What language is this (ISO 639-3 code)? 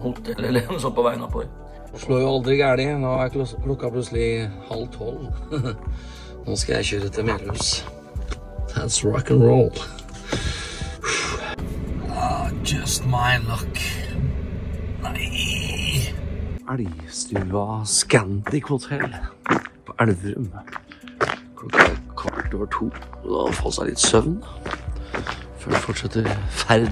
nor